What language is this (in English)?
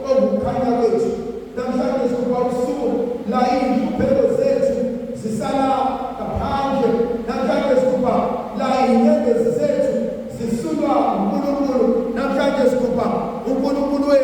Zulu